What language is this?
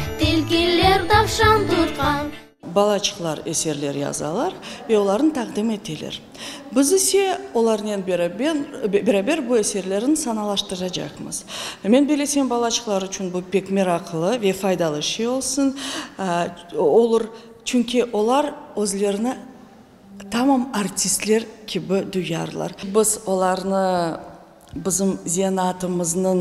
Crimean Tatar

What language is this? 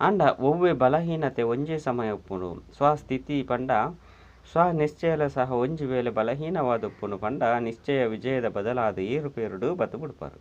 Tulu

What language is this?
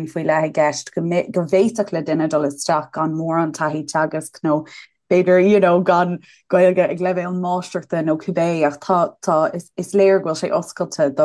Irish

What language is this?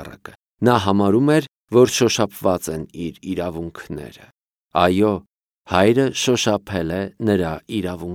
Armenian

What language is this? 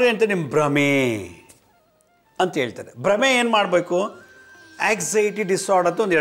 Kannada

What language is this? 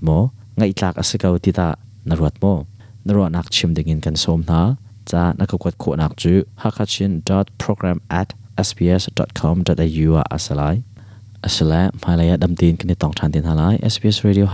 Hakha Chin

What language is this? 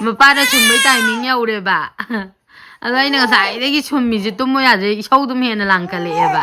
Manipuri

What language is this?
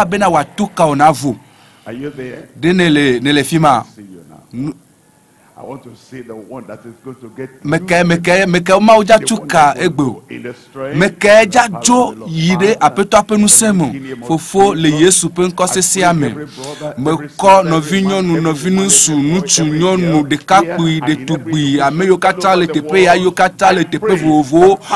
Ewe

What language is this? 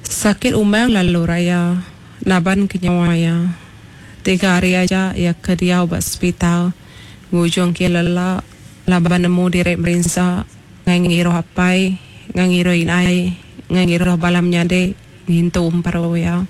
Iban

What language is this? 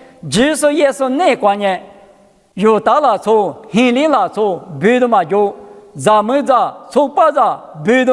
Lisu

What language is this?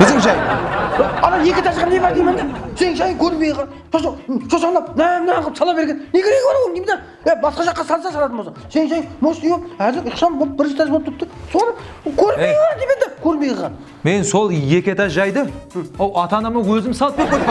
Kara-Kalpak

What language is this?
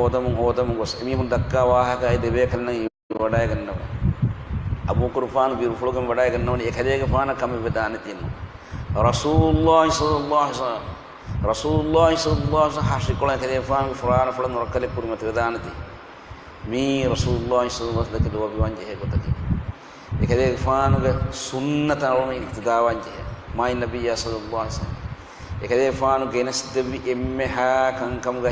Divehi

